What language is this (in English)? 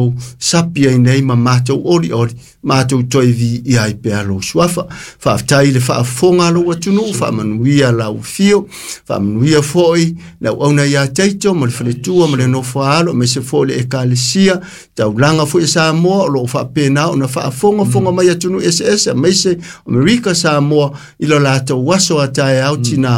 Samoan